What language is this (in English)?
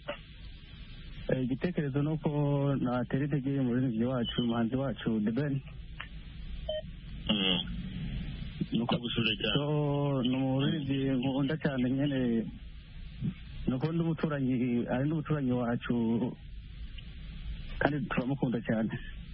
Kinyarwanda